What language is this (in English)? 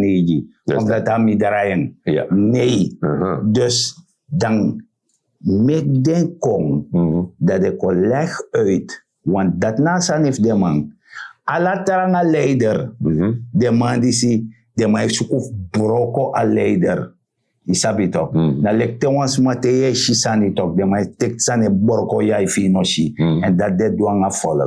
Sranan Tongo